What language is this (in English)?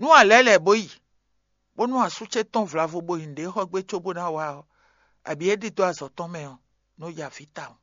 Fon